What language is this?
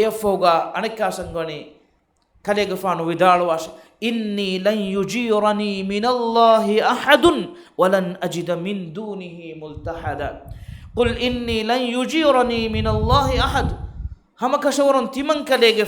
Divehi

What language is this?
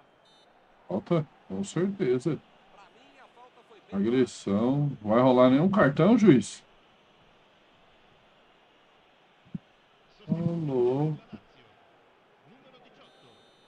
Portuguese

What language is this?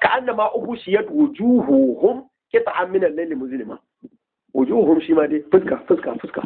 Hausa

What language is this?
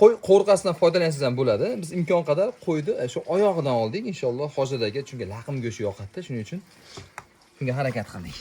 Uzbek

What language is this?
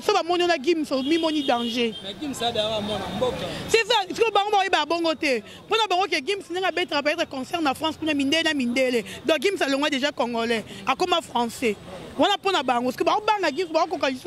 Lingala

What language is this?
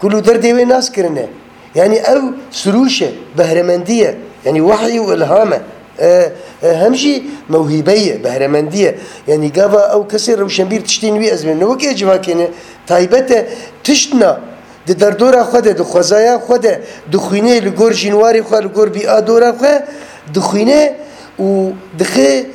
Kurdish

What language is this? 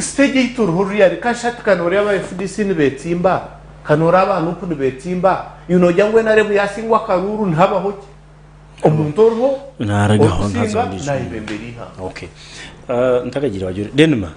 Nyankole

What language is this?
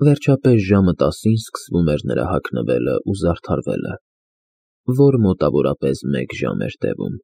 Armenian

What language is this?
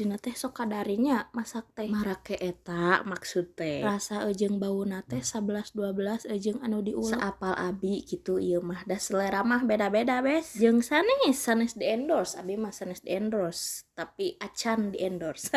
Sundanese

